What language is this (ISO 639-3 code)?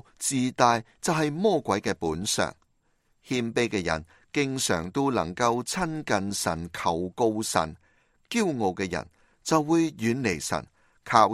yue